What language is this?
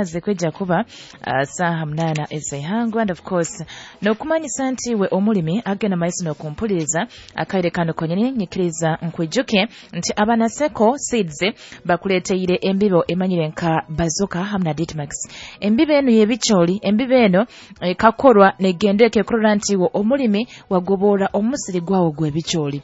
Nyoro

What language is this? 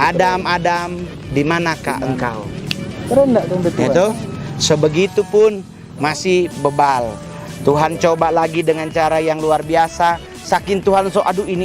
Manado Malay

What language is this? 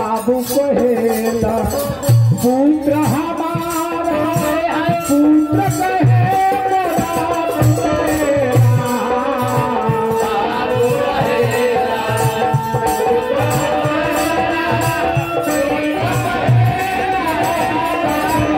Bhojpuri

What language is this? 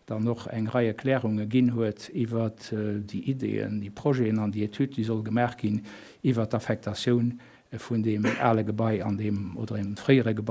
Luxembourgish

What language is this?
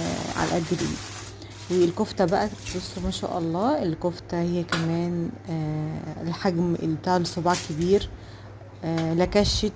Egyptian Arabic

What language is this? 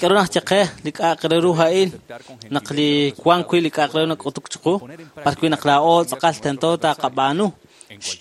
Kekchí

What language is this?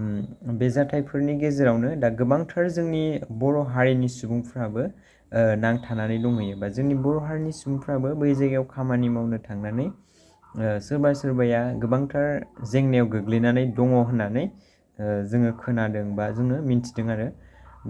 Bodo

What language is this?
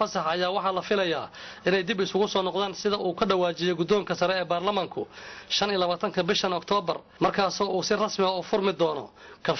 Somali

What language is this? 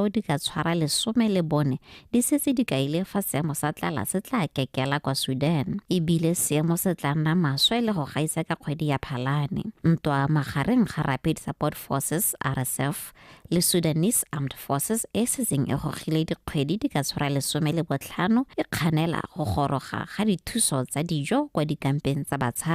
Tswana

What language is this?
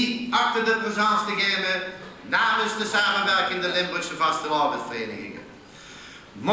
Limburgish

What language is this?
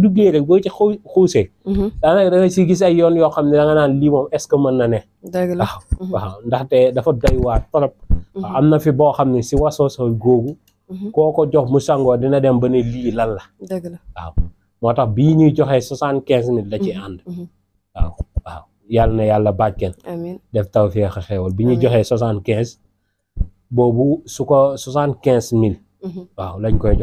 Wolof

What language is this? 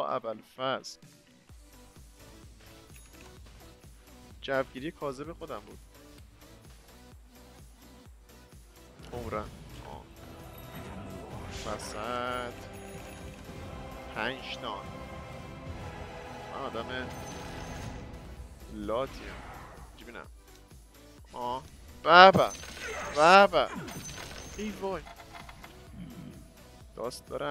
Persian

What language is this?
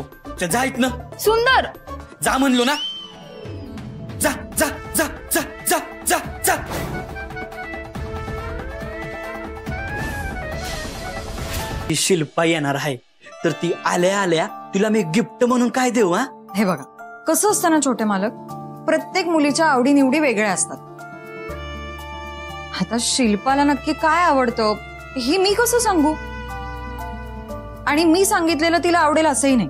Marathi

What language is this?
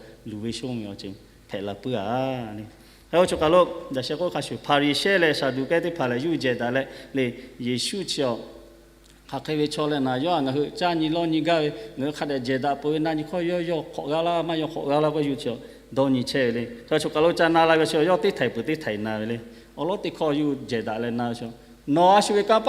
Lahu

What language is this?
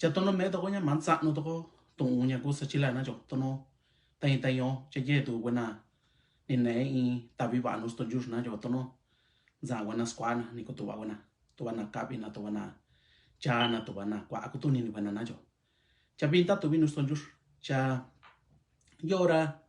Mixtepec Mixtec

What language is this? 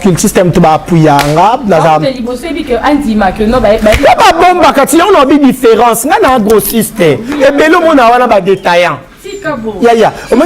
Lingala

